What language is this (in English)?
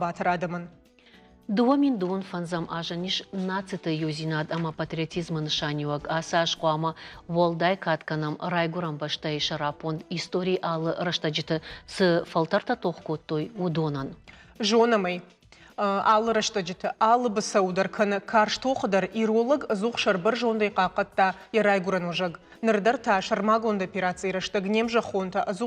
Ossetic